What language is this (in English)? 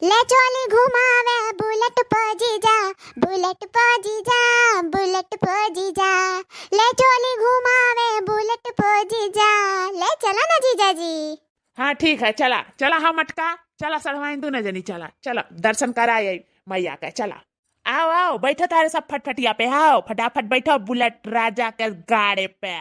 Awadhi